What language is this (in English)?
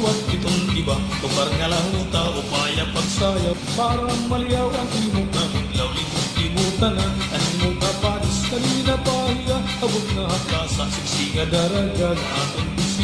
Waray